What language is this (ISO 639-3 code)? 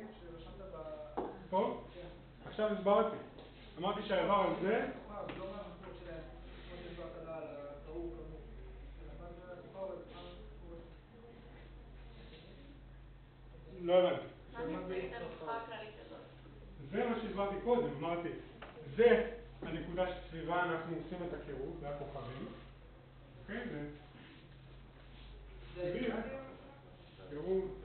heb